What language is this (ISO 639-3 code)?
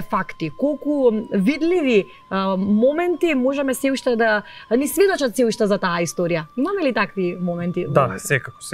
mkd